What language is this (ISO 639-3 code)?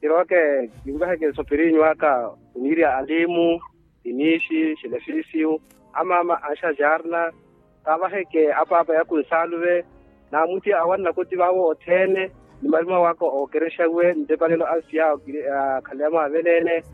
vmw